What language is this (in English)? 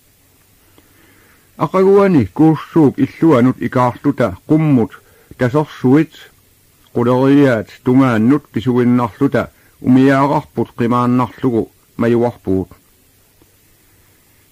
Kalaallisut